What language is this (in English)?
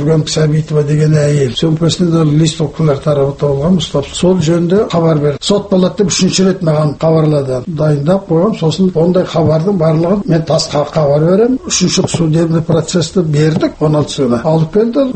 Kazakh